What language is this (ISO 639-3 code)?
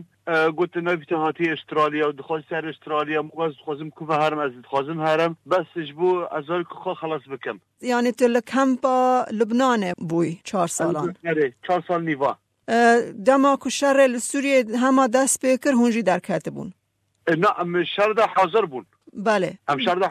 kur